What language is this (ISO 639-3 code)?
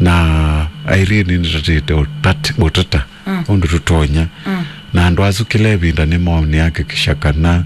kam